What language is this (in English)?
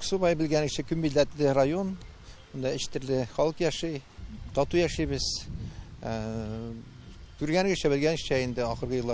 Tatar